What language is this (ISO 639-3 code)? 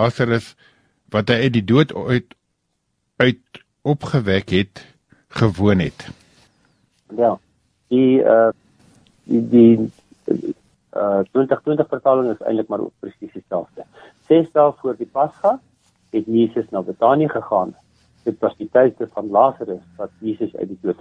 afr